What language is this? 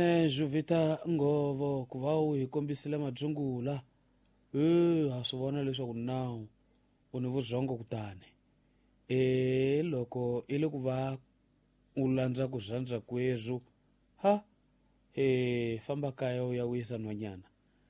Tsonga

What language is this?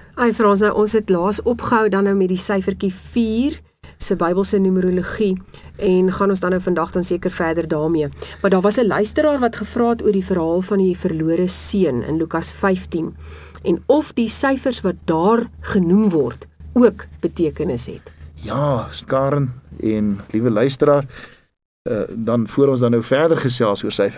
Afrikaans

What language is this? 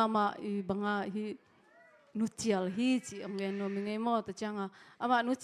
Tedim Chin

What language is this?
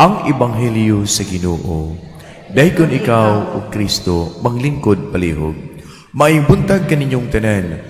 Cebuano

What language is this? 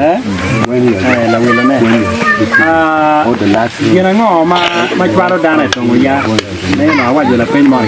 Acoli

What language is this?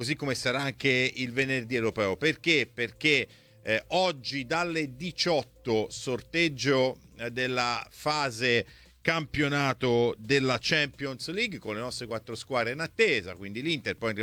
Italian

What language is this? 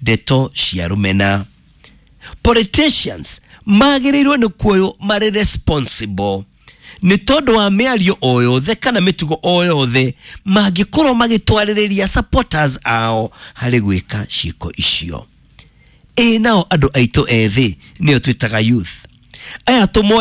Kikuyu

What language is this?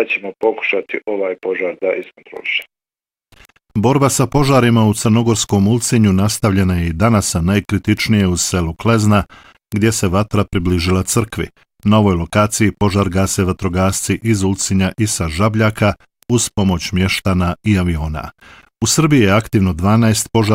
Bosnian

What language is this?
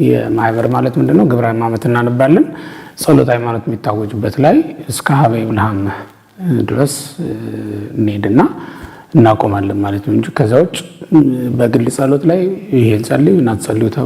Amharic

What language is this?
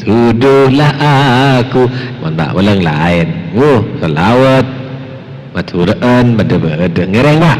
Madurese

